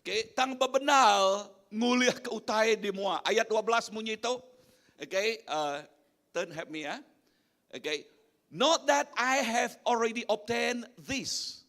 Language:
Iban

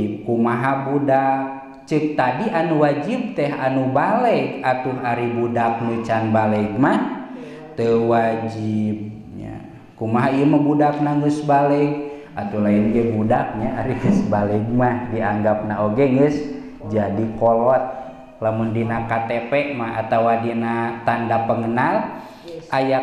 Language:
Sundanese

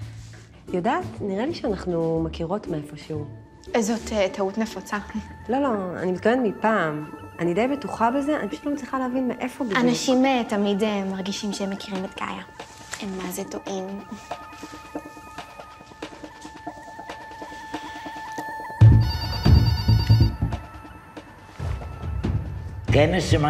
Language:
Hebrew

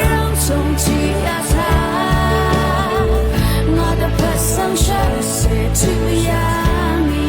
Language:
Rawang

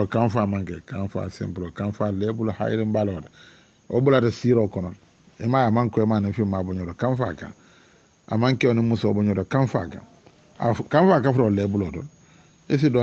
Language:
Dyula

